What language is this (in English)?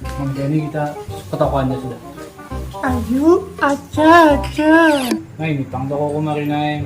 Banjar